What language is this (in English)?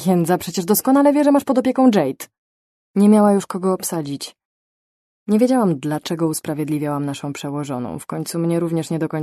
Polish